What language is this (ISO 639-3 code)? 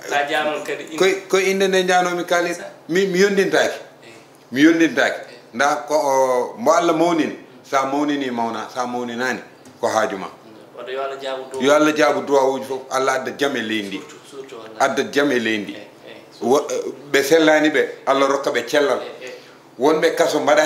ful